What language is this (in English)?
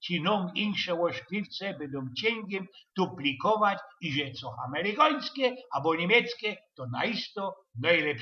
Silesian